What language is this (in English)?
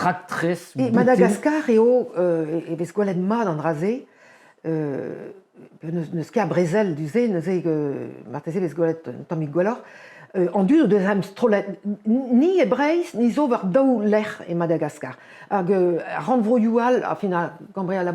Breton